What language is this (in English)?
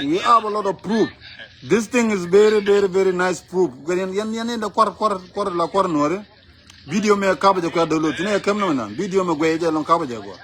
Nuer